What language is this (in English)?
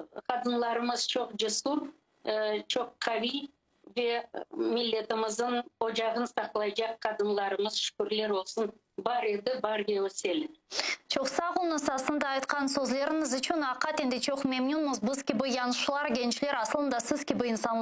Crimean Tatar